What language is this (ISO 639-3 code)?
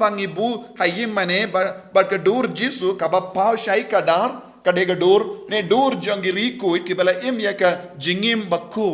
kha